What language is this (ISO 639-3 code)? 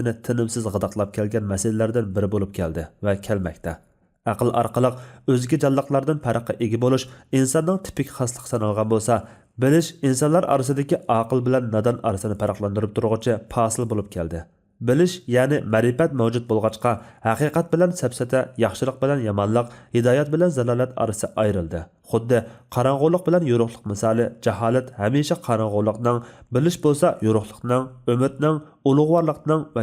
uig